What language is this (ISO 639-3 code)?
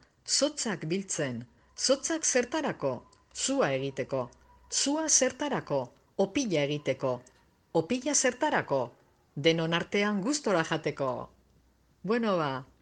eus